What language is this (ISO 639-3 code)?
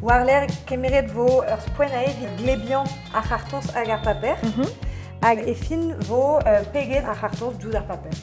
bre